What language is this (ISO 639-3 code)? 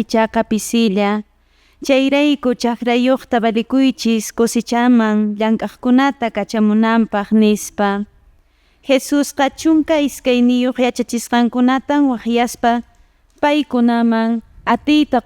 que